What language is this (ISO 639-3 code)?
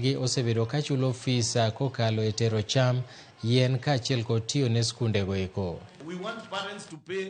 luo